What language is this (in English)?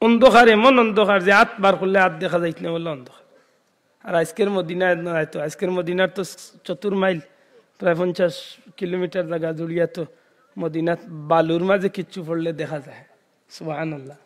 Sylheti